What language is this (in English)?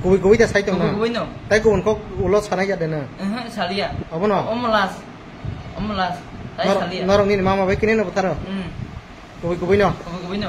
Kok Borok